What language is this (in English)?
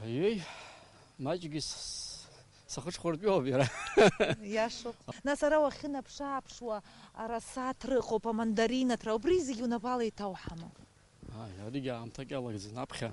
Abkhazian